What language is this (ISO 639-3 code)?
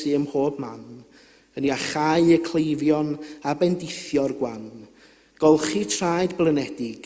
cym